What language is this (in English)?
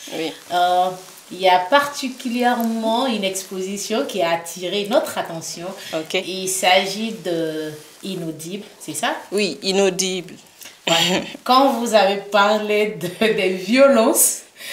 French